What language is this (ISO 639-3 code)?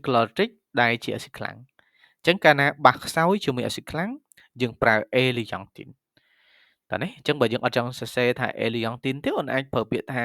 khm